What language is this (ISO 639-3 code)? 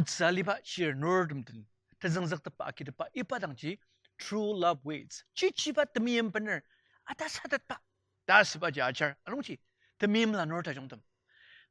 njo